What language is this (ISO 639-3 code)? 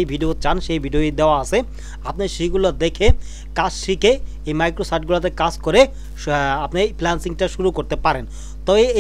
ben